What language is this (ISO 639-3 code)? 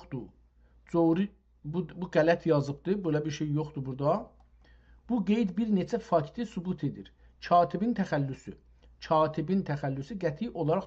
azb